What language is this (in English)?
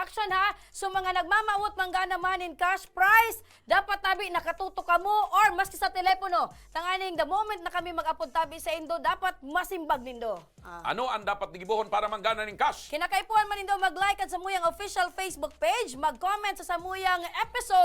Bikol